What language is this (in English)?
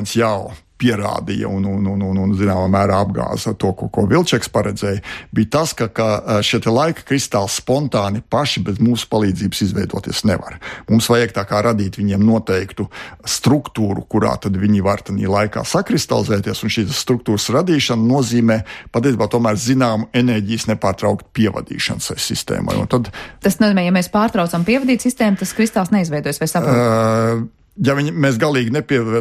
Latvian